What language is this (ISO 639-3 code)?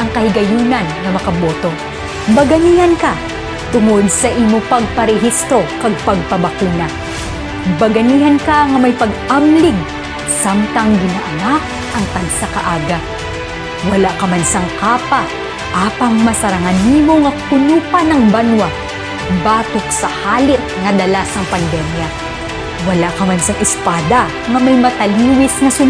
hil